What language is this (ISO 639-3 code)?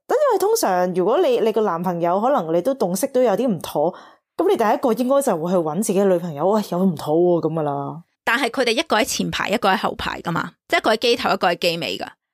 yue